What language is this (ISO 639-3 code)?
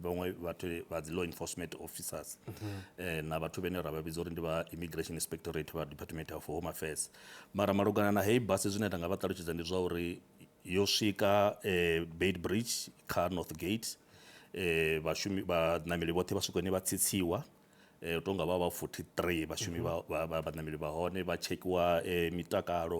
ven